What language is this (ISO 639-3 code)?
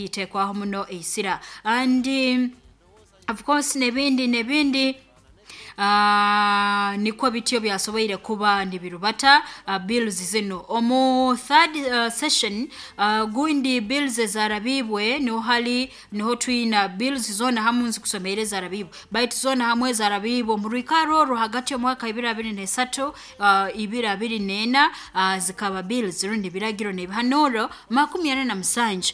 nyo